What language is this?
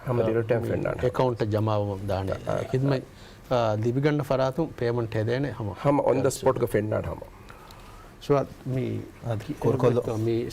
Divehi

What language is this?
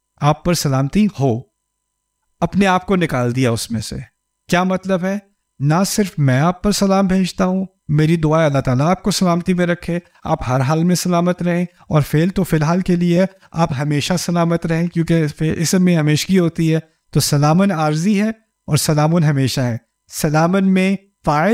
Urdu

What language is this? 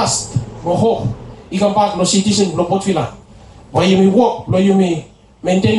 Bislama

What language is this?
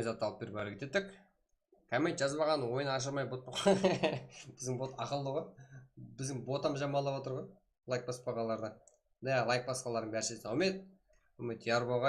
Kara-Kalpak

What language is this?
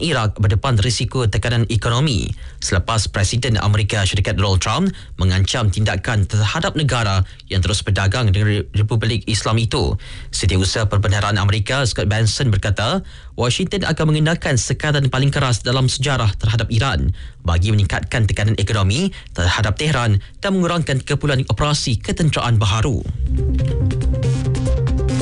Malay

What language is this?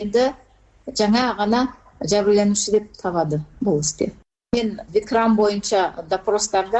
Kyrgyz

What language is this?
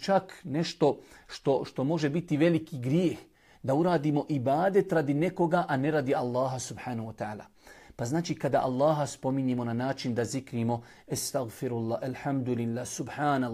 Bosnian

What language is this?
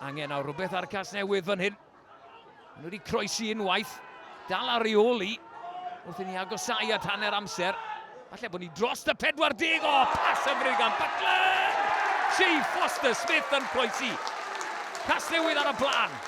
Welsh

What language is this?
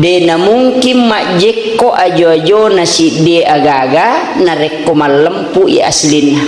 Buginese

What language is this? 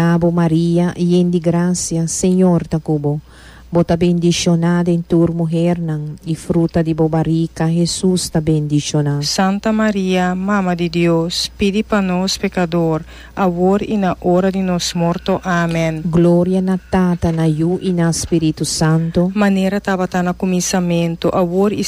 Papiamento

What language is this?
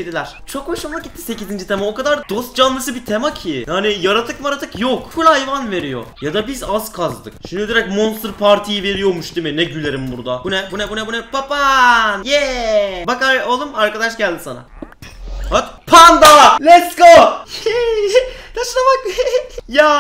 Turkish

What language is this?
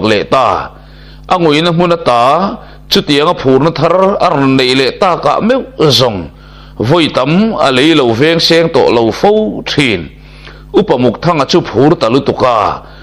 Mizo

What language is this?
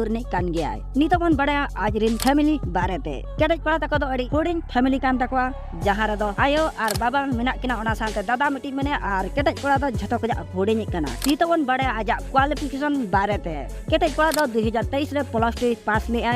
Santali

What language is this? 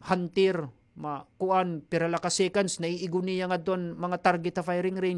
Waray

